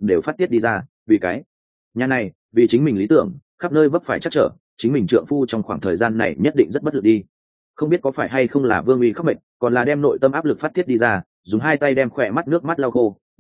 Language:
Vietnamese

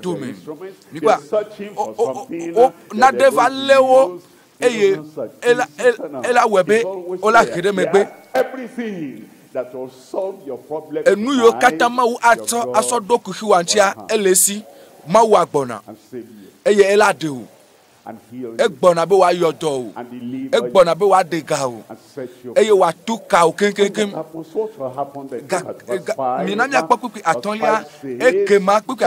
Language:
Ewe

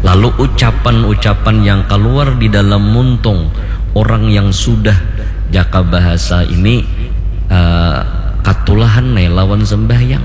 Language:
Banjar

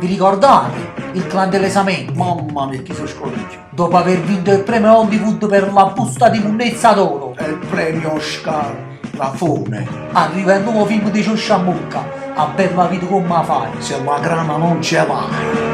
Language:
Neapolitan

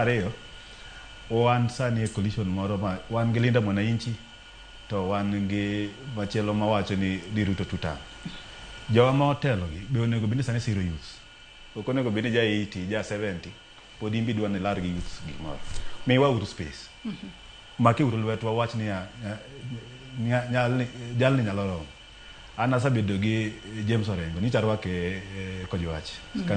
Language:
Luo (Kenya and Tanzania)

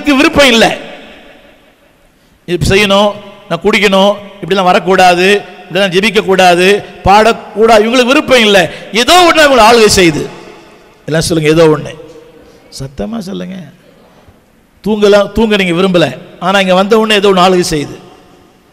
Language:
Tamil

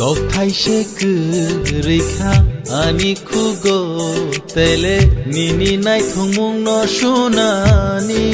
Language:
Kok Borok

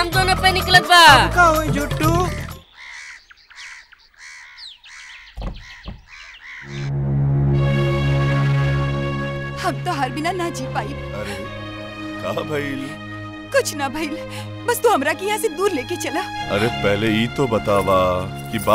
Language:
Bhojpuri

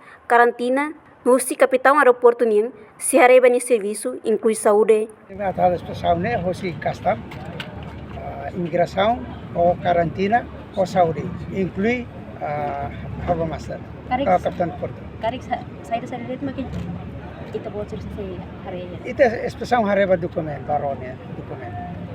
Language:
Tetum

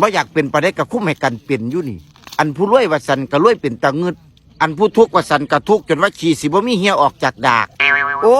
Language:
Northeastern Thai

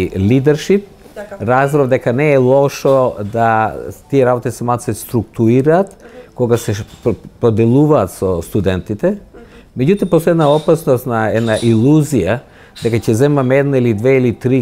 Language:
Macedonian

